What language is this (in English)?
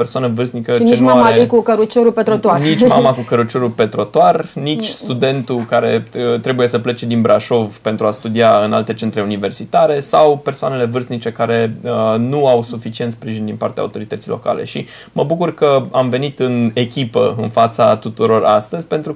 Romanian